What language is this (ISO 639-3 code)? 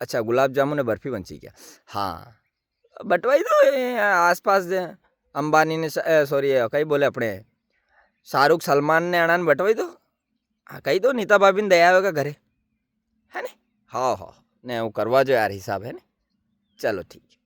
raj